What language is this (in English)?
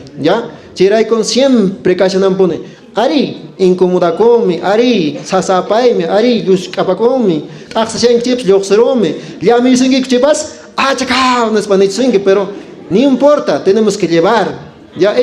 Quechua